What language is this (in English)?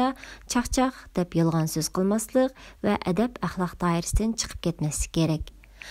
Uyghur